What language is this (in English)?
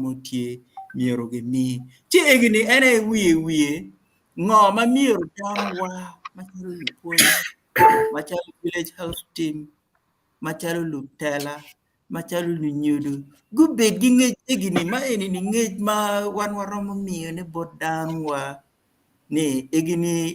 Acoli